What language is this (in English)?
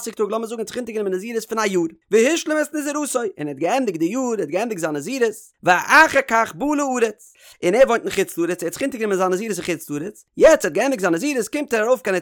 Yiddish